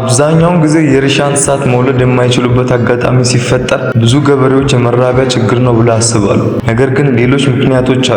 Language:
Amharic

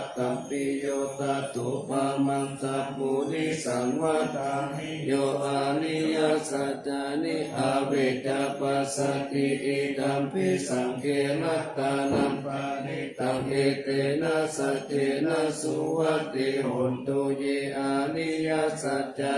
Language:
Pali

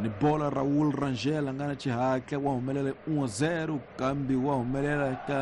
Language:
Tsonga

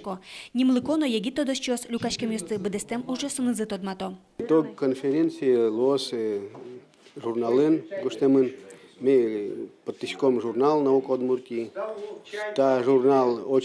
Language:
Udmurt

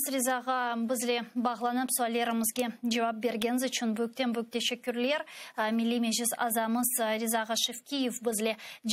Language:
Crimean Tatar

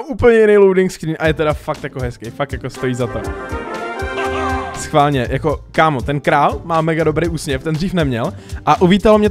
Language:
Czech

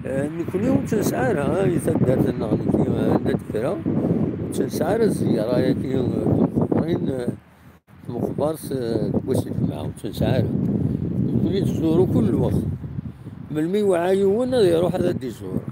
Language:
Kabyle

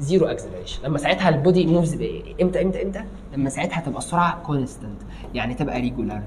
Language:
Egyptian Arabic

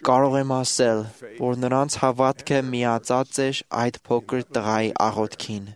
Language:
Armenian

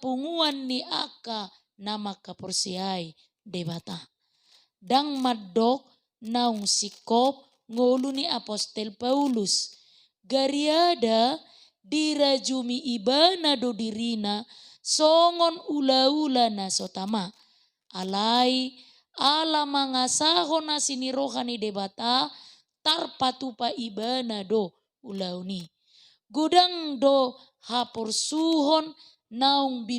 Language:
Batak Toba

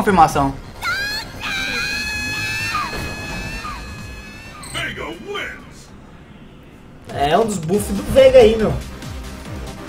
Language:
Portuguese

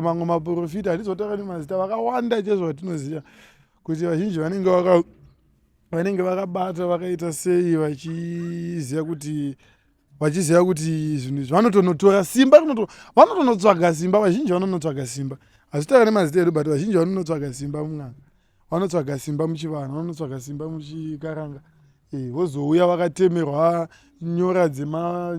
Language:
Shona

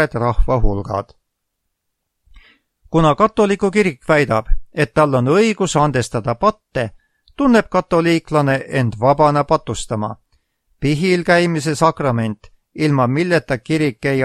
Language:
Estonian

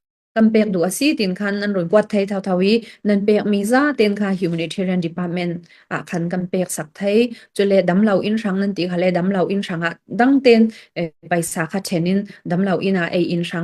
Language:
Falam Chin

